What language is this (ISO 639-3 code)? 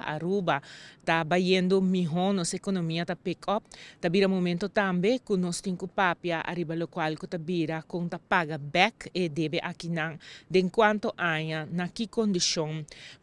pap